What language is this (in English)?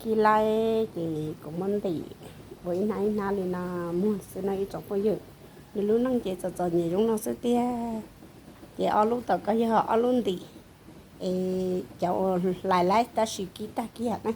Hmong